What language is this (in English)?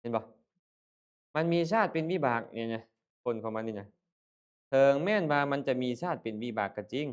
Lao